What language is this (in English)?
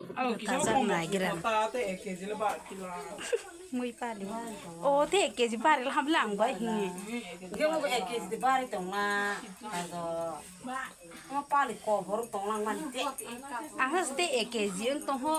Kok Borok